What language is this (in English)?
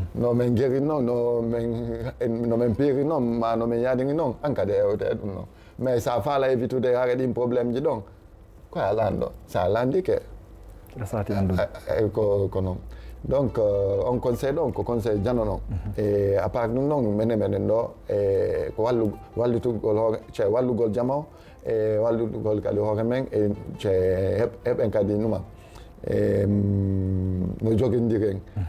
Fula